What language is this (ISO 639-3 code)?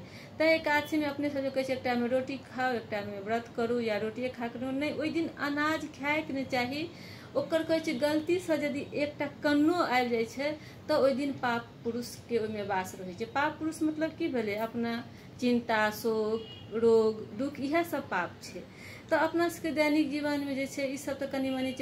mai